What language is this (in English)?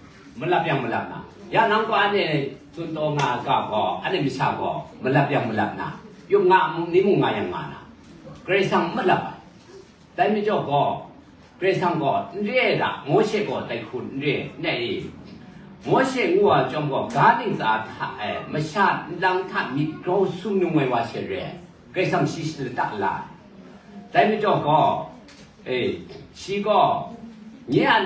Kachin